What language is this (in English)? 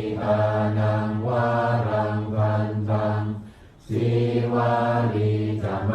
Pali